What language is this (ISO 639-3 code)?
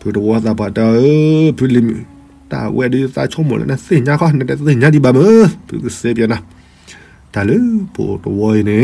ksw